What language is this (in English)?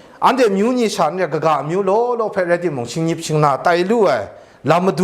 Kachin